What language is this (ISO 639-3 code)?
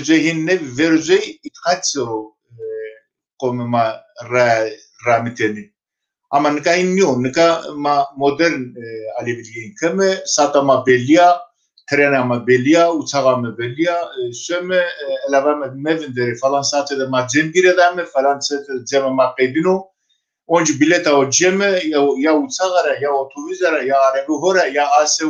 zza